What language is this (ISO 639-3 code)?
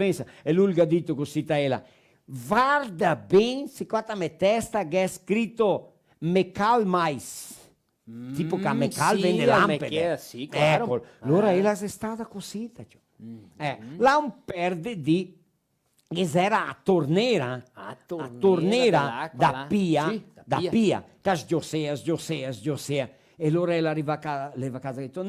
vec